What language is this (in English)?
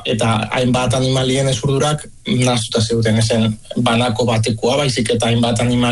Basque